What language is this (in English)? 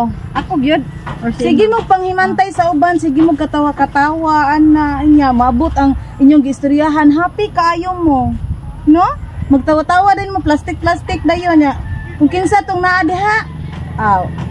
Cebuano